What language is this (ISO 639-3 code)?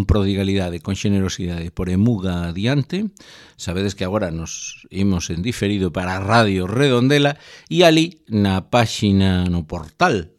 glg